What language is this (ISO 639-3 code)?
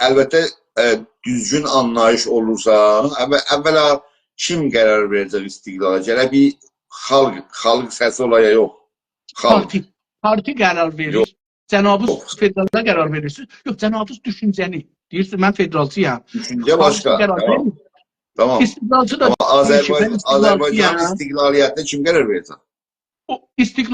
azb